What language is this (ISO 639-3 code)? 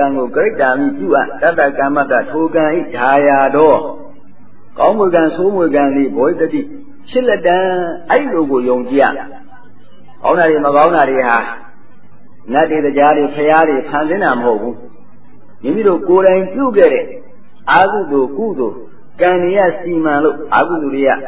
mya